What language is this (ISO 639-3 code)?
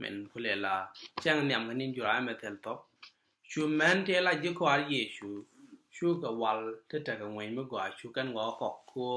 nus